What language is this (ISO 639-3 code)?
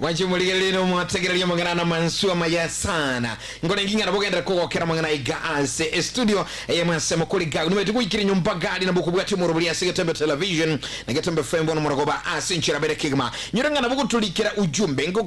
guz